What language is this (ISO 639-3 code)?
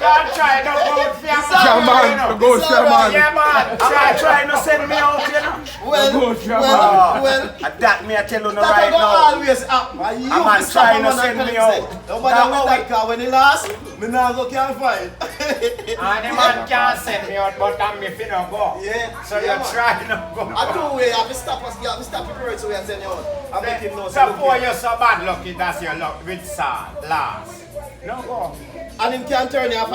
jam